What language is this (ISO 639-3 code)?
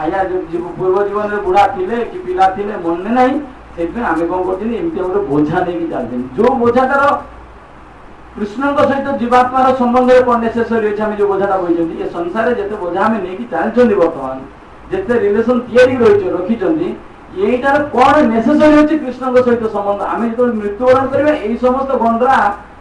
ori